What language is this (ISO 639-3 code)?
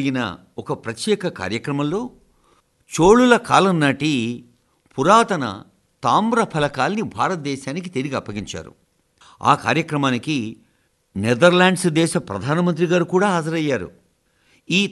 tel